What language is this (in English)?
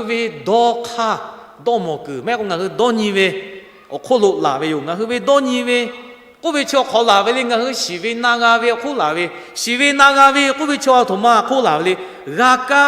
Lahu